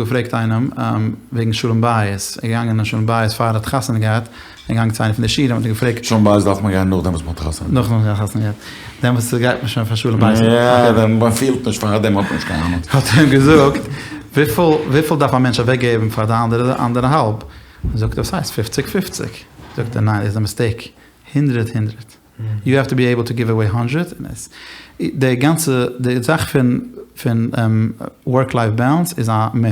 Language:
Yiddish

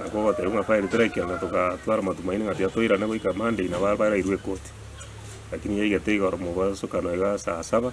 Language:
Gusii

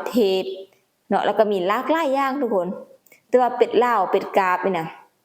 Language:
Lao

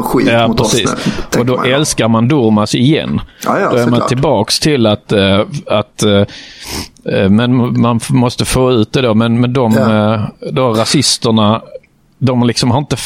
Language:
Swedish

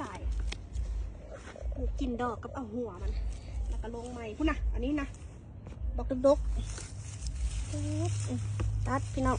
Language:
Northeastern Thai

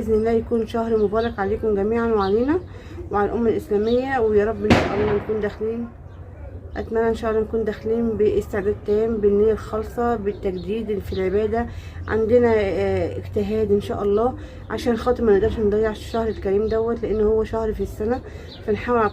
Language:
Egyptian Arabic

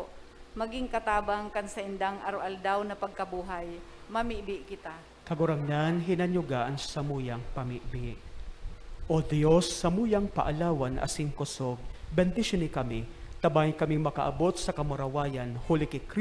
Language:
Bikol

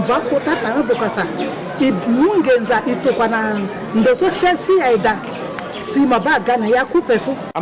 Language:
Sango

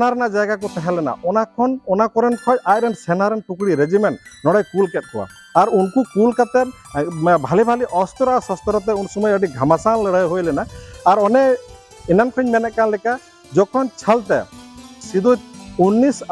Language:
Santali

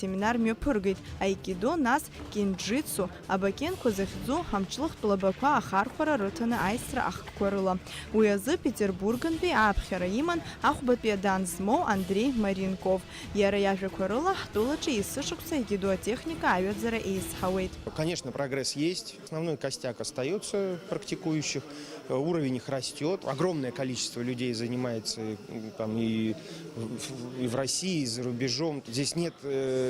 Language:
Abkhazian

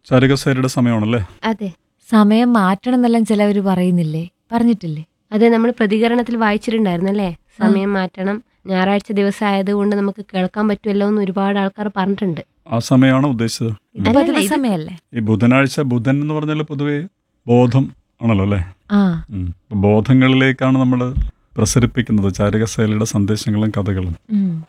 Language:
Malayalam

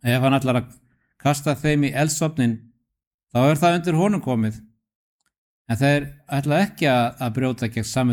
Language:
Icelandic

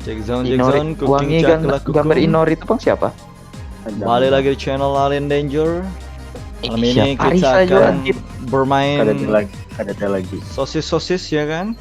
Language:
Banjar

